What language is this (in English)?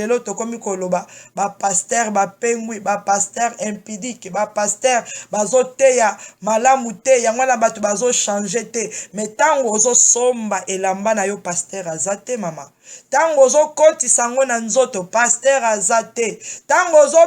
Lingala